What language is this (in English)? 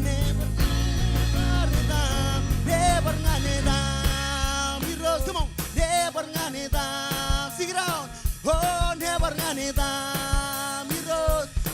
Marshallese